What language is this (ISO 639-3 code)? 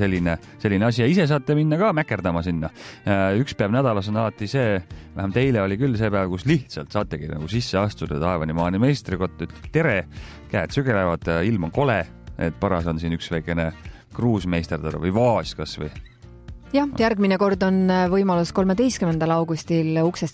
est